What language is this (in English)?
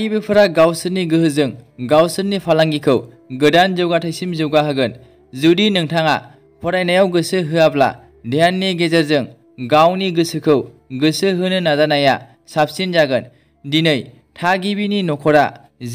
Bodo